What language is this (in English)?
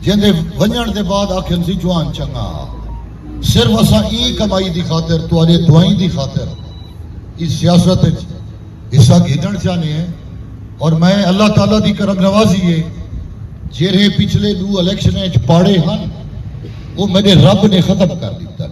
Saraiki